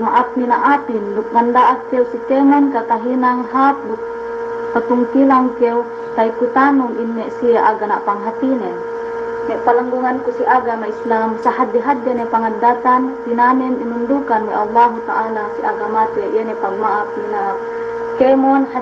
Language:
Yakan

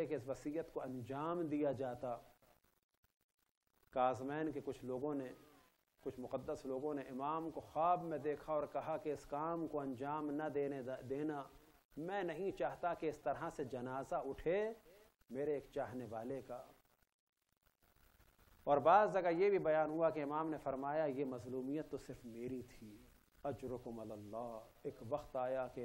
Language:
Urdu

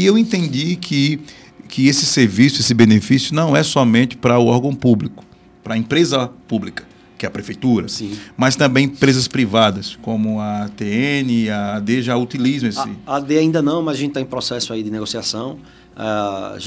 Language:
Portuguese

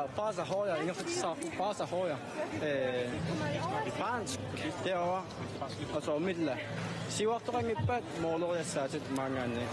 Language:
Kalaallisut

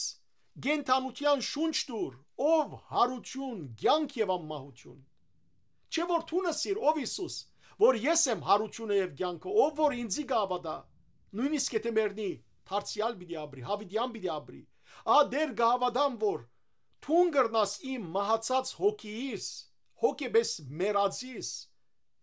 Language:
Western Armenian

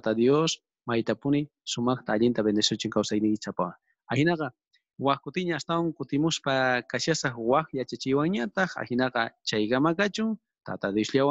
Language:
South Bolivian Quechua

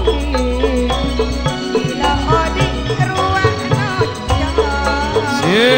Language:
Madurese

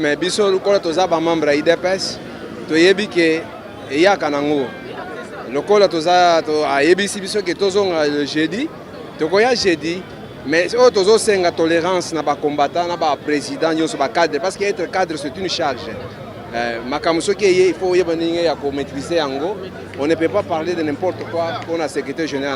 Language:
Lingala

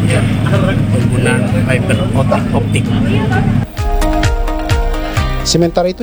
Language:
Indonesian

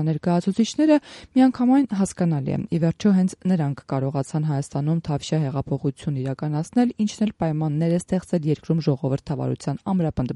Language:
Armenian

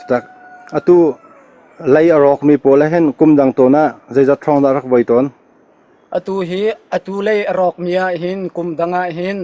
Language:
Hakha Chin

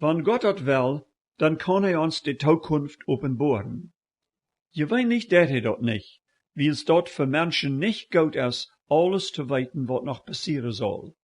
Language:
Plautdietsch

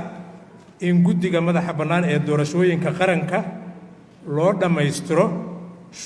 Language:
Somali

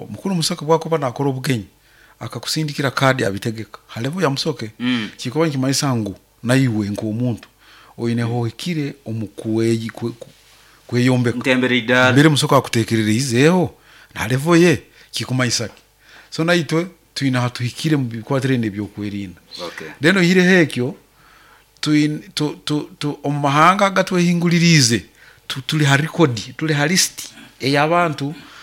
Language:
Nyoro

